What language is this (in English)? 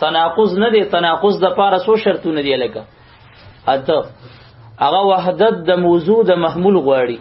Pashto